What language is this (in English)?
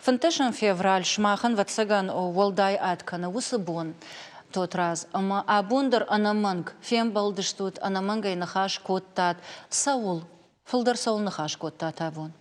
Ossetic